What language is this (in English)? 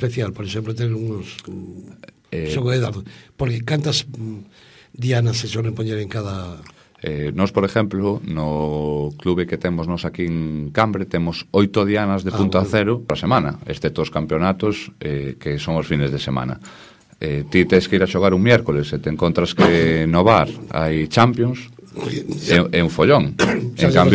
Galician